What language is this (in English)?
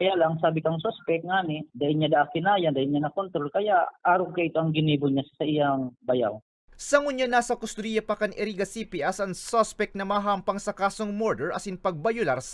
Bikol